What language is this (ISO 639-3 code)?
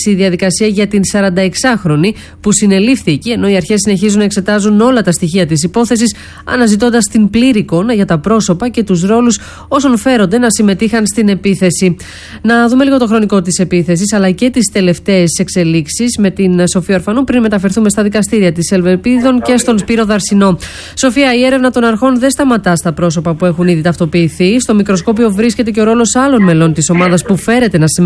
ell